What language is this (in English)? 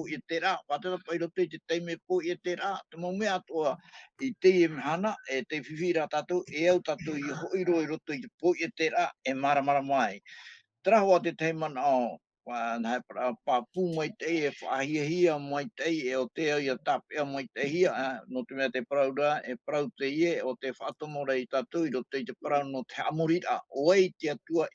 Tahitian